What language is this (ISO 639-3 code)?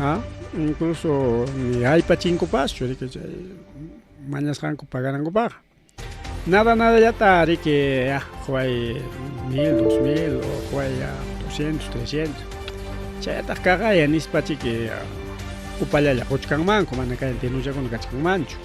quy